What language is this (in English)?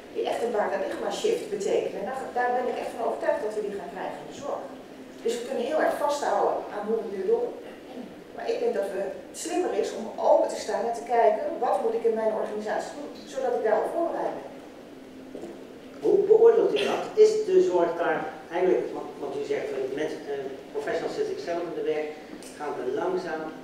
Dutch